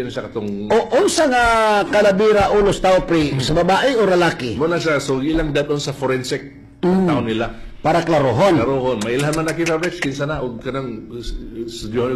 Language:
Cebuano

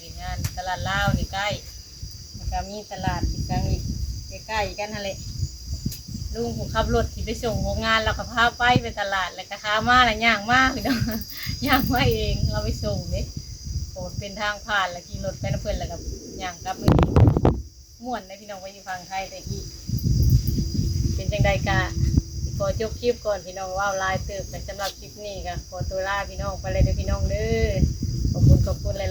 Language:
Lao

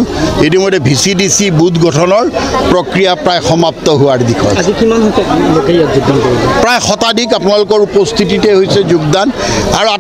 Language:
Assamese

